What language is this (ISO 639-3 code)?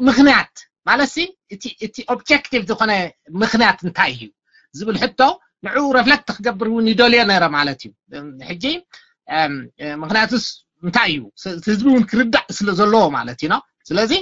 tir